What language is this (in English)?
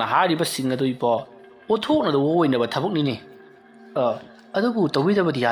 Manipuri